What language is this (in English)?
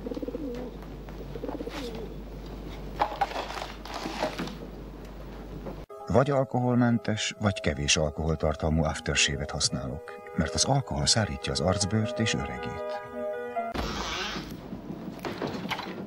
Hungarian